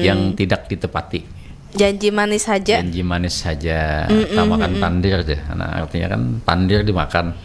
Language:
Banjar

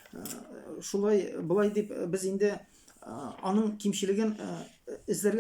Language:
Tatar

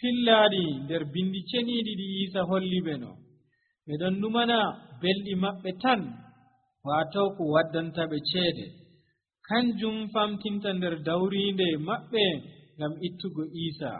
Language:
Nigerian Fulfulde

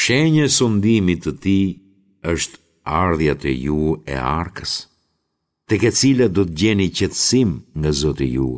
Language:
Albanian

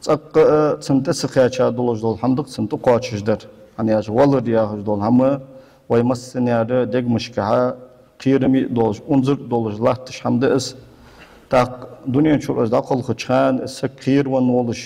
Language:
Ingush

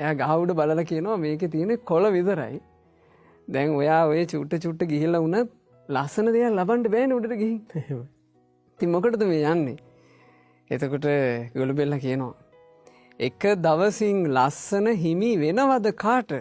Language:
Sinhala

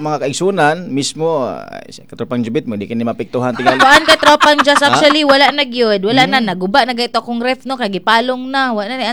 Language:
Cebuano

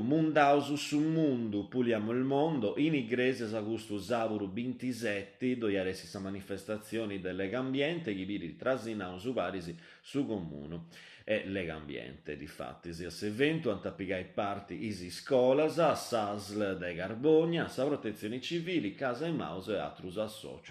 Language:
Sardinian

